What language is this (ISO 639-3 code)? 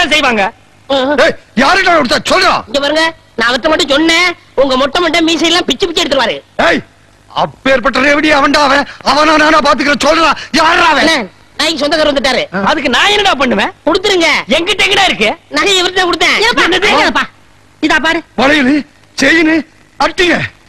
tam